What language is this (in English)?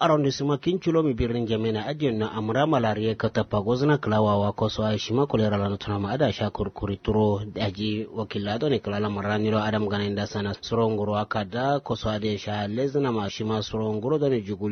Kanuri